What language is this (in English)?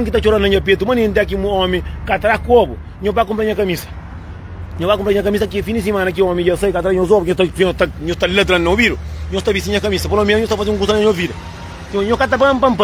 Kabuverdianu